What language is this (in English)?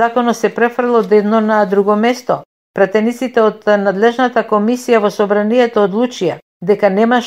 Macedonian